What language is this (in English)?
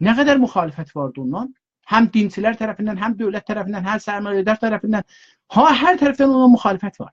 South Azerbaijani